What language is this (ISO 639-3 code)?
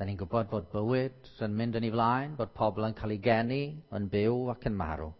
cym